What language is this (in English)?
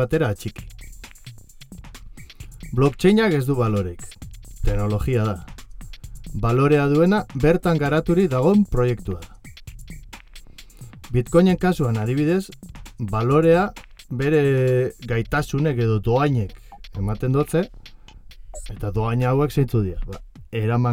Basque